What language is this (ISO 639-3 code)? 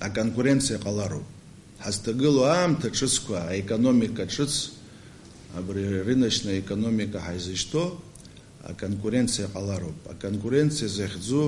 abk